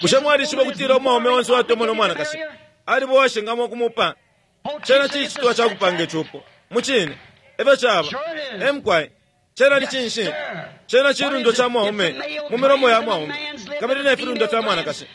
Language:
Bemba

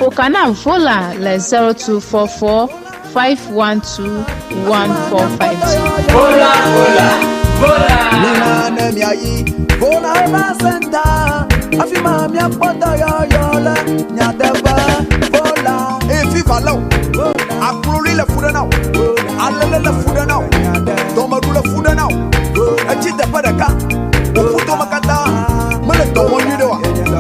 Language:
Ewe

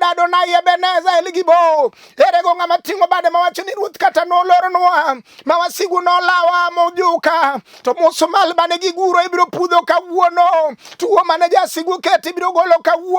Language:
Luo (Kenya and Tanzania)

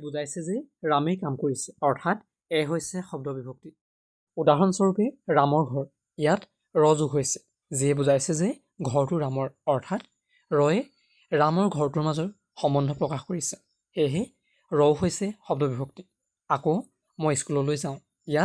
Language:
Assamese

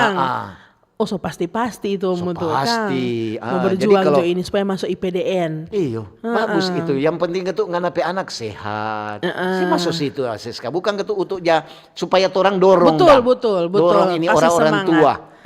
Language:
Manado Malay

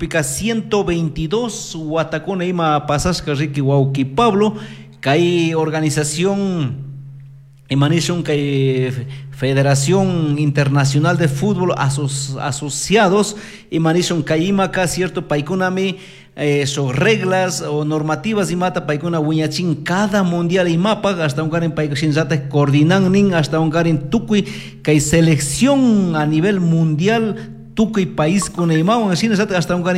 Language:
Chimborazo Highland Quichua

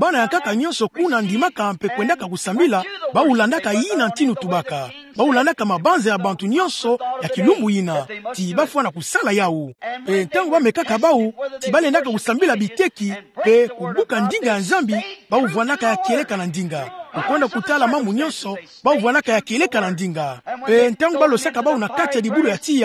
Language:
Kituba (Democratic Republic of Congo)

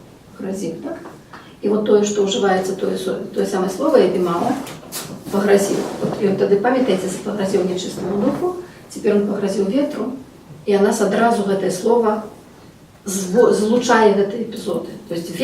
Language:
Belarusian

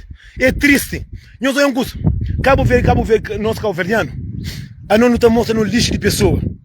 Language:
Kabuverdianu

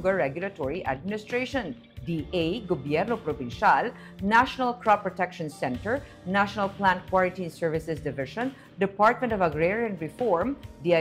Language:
Hiligaynon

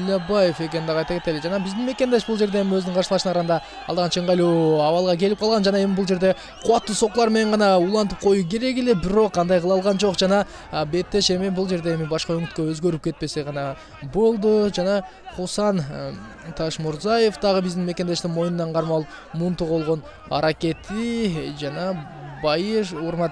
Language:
Kyrgyz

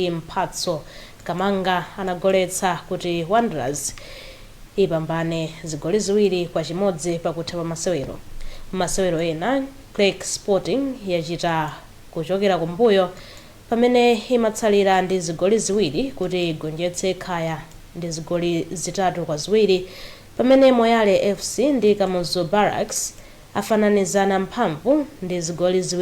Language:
Nyanja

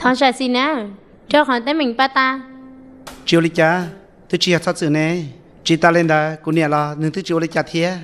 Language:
Hmong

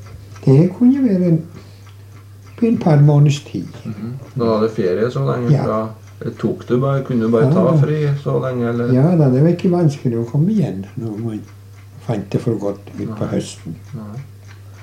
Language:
Norwegian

